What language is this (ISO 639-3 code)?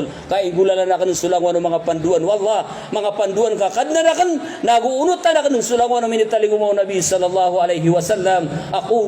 mrw